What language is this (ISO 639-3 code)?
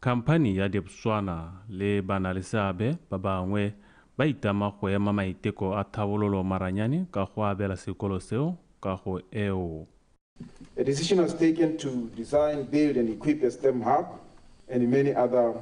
tsn